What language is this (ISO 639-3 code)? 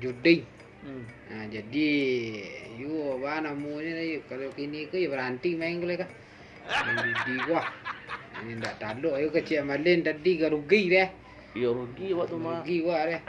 min